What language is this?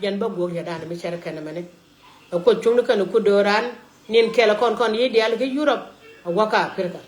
Nuer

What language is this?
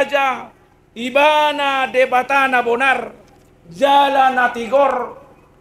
Batak Toba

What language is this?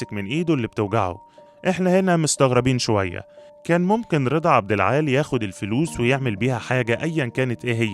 Egyptian Arabic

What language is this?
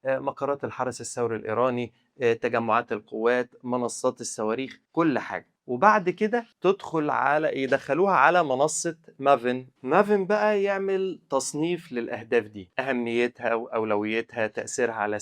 Egyptian Arabic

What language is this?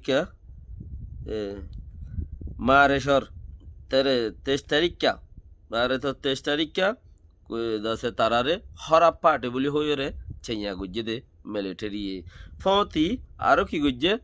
Rohingya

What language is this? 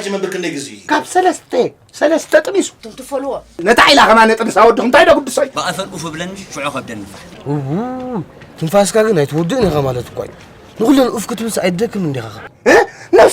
Tigrinya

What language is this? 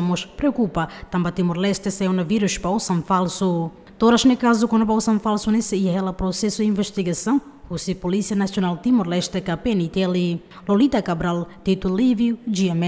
Tetum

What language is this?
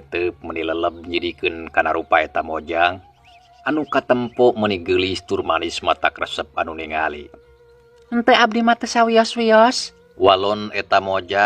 Sundanese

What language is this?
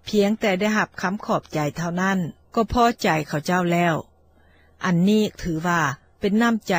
Lao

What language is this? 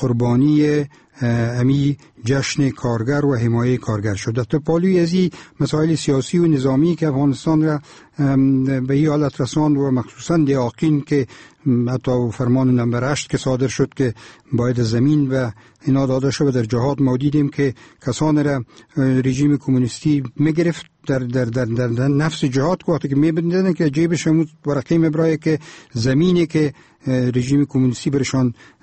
Persian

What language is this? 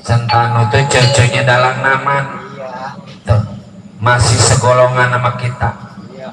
Betawi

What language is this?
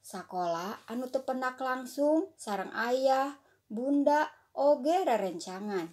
Sundanese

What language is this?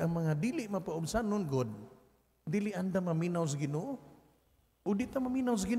Cebuano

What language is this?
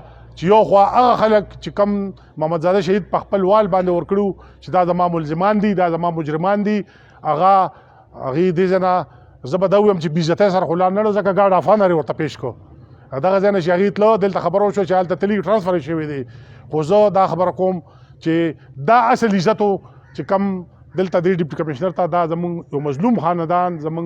Pashto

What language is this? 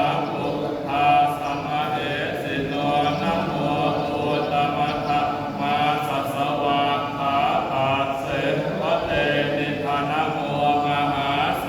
Pali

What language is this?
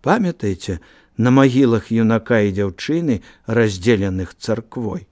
Belarusian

